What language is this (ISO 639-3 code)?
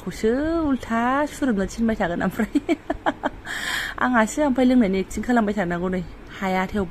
brx